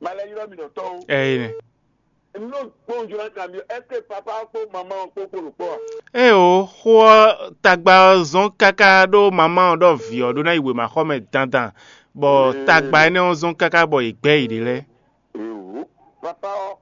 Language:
Fon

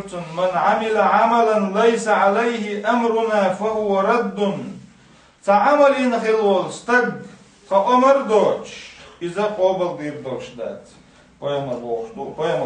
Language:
Chechen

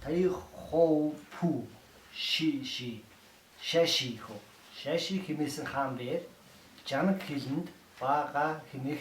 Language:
Mongolian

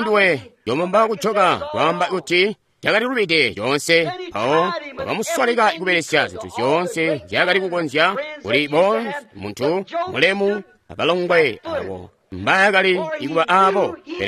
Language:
Tonga (Zambia)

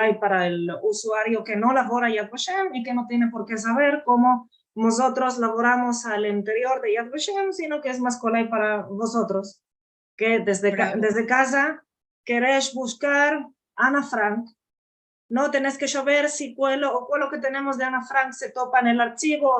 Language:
Ladino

